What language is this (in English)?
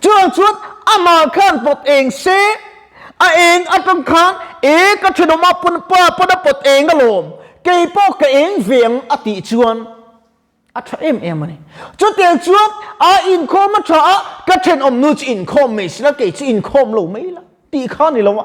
Mizo